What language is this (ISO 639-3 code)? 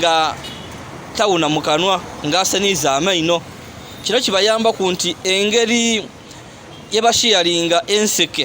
lug